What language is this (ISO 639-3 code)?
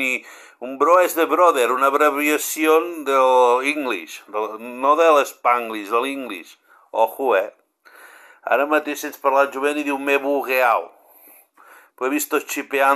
cat